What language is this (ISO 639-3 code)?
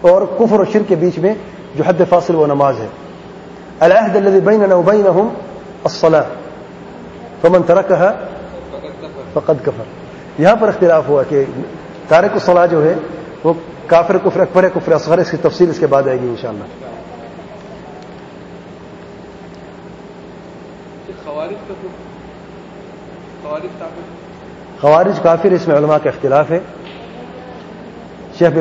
urd